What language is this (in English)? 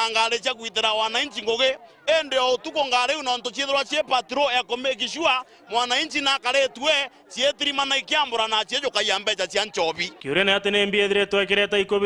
Meru